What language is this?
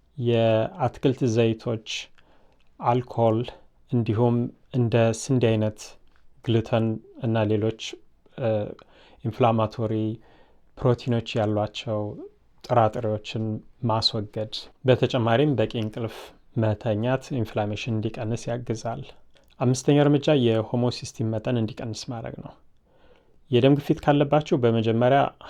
Amharic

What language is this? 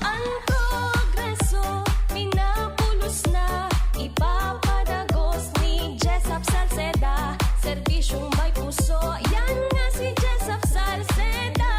Bikol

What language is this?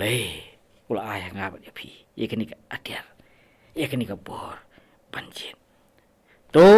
Khasi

